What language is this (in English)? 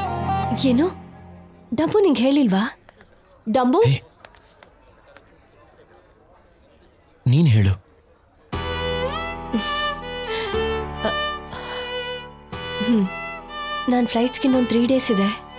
Kannada